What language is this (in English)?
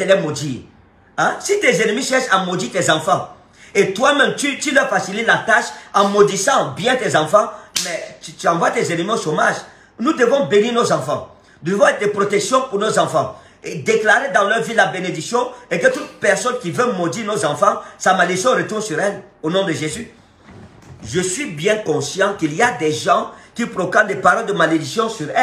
French